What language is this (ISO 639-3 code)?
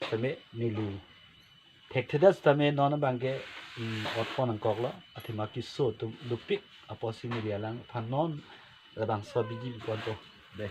mjw